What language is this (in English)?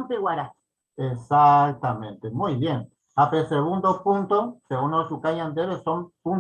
Guarani